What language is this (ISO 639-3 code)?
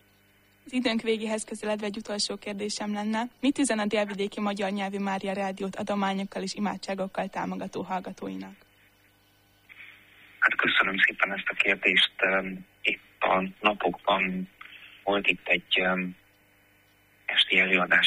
hun